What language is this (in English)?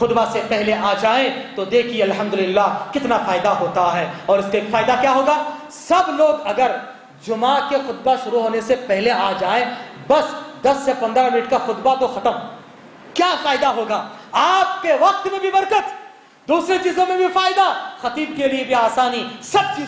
Urdu